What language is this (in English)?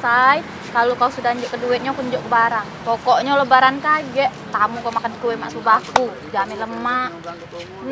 Musi